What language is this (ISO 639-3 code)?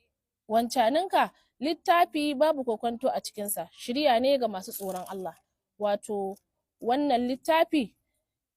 hau